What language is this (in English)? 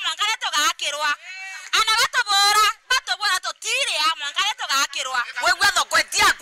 Meru